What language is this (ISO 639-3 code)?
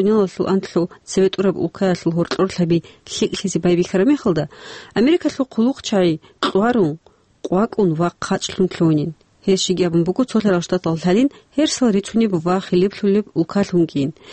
ava